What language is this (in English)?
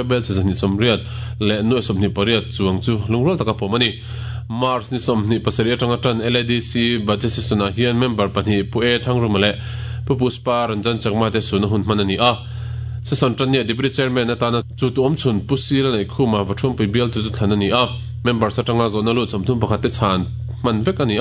Mizo